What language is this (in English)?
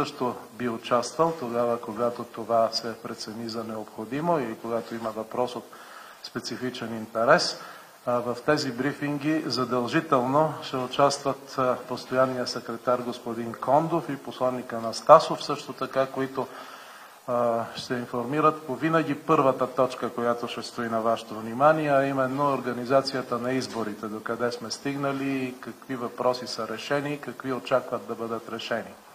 Bulgarian